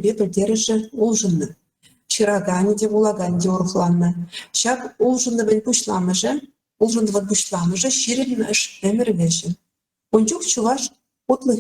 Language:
Chuvash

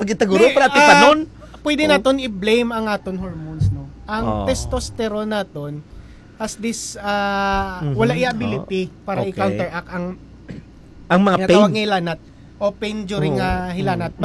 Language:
Hiligaynon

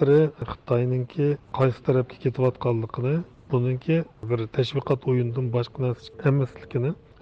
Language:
Uyghur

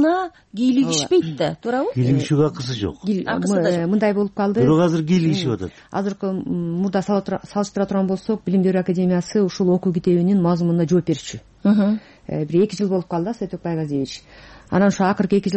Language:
Kyrgyz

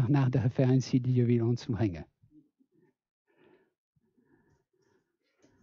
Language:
Dutch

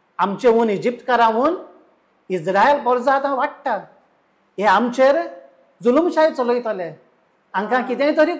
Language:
Konkani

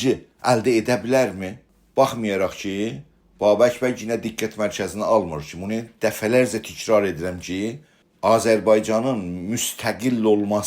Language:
South Azerbaijani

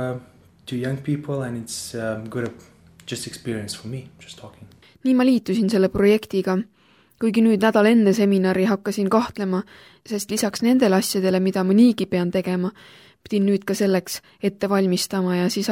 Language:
Estonian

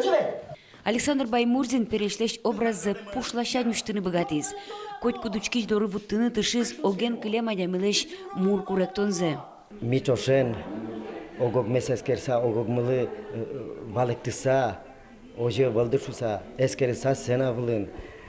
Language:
Udmurt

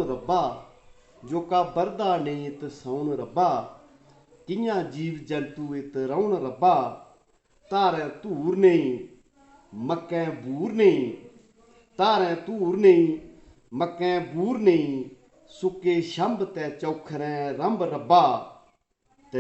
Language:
Dogri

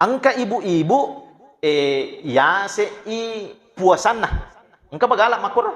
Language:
Buginese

